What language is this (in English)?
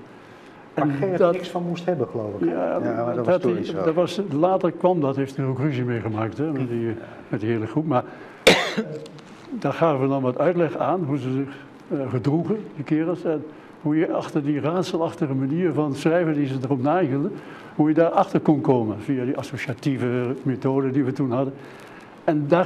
Dutch